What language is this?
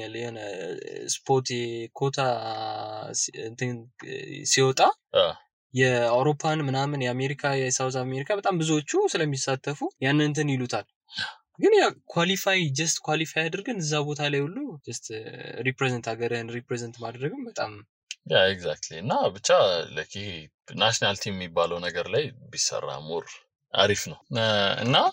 Amharic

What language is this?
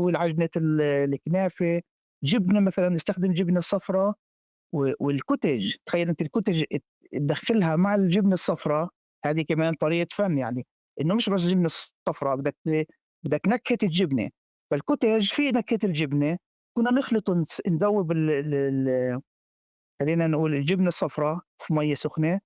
North Levantine Arabic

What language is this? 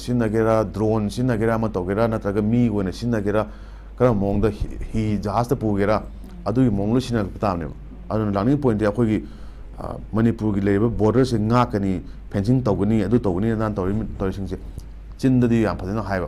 Manipuri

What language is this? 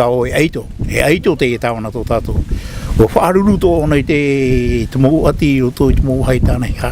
Tahitian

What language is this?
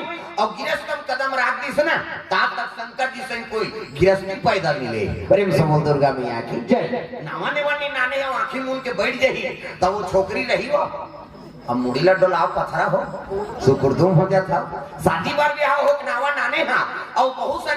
Chhattisgarhi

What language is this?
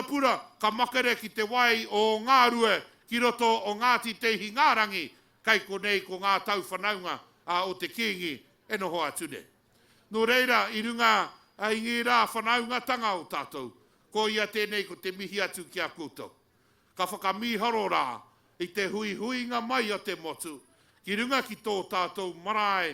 Māori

